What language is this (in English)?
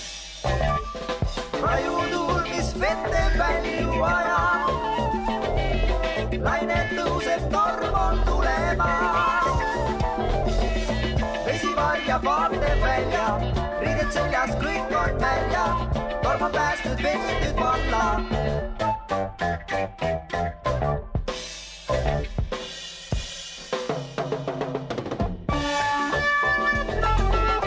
Estonian